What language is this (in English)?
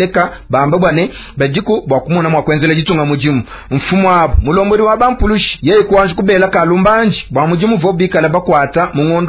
Luba-Lulua